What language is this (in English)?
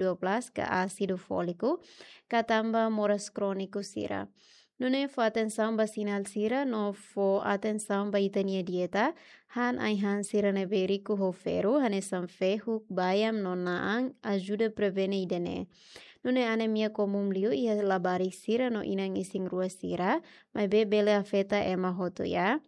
Tetum